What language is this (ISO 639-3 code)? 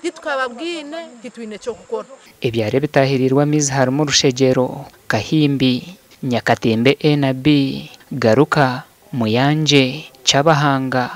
nyn